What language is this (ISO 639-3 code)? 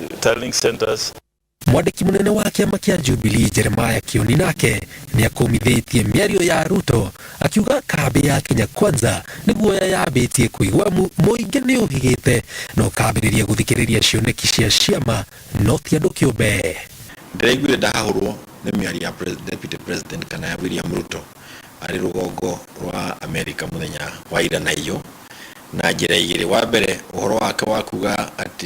kik